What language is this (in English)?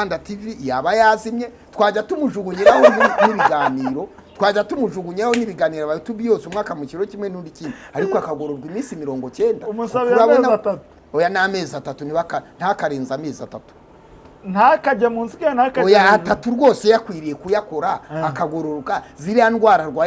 Kinyarwanda